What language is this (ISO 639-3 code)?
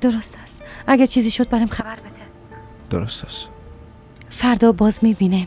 fas